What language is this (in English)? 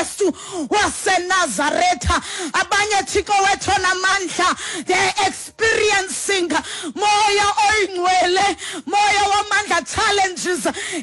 Xhosa